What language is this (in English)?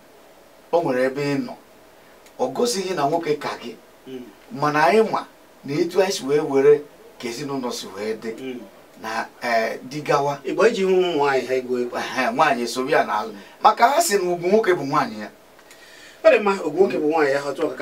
Igbo